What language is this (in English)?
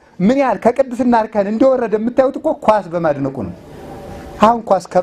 Amharic